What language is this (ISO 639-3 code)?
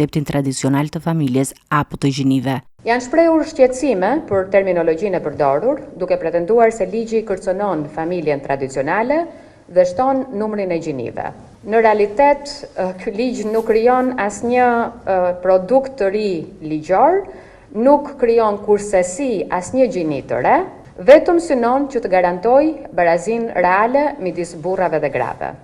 sqi